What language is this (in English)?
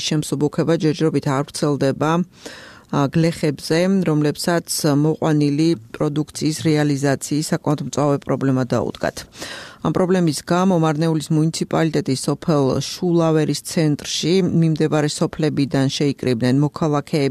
Georgian